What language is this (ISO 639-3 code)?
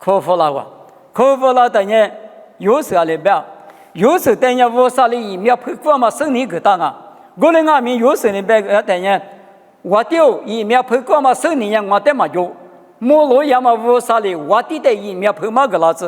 lis